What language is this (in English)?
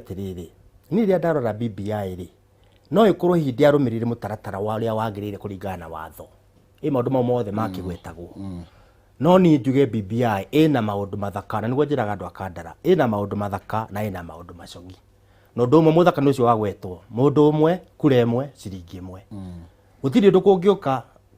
Kikuyu